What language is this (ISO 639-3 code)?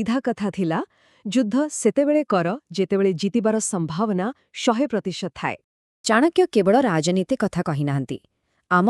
ori